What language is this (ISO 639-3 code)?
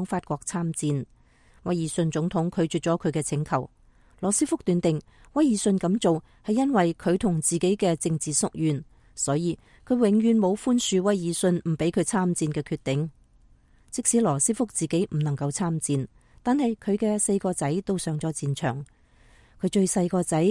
yue